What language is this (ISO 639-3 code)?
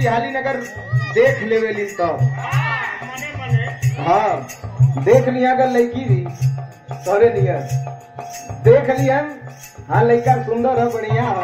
bho